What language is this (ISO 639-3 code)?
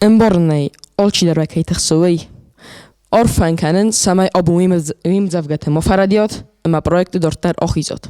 oss